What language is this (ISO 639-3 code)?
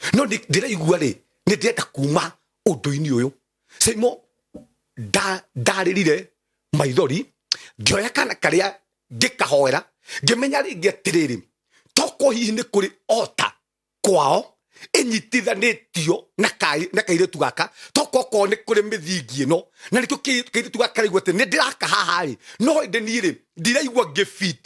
kik